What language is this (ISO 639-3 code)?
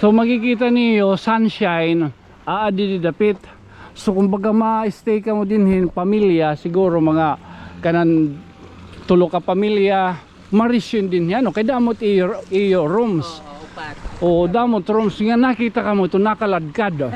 war